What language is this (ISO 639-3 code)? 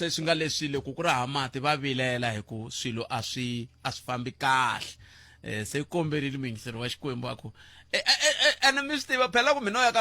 tso